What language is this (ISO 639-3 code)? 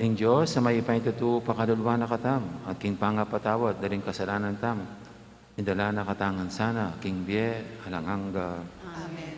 pam